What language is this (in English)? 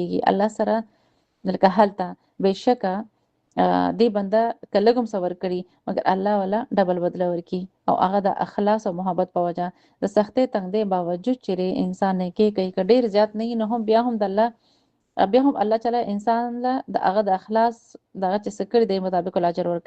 Pashto